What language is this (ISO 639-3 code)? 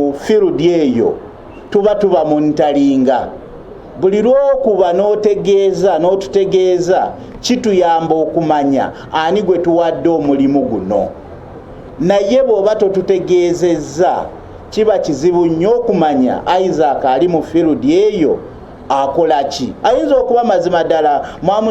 lug